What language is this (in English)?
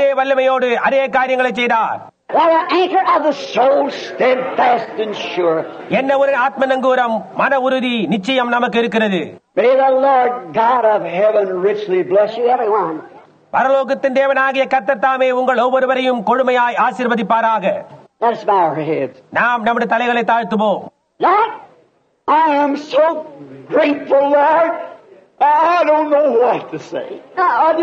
Tamil